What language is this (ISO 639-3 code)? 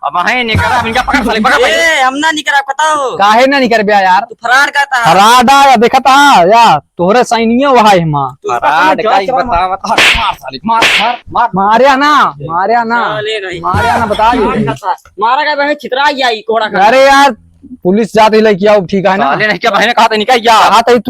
awa